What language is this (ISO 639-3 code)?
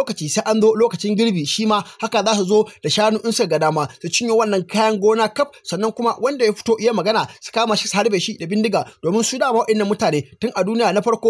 hau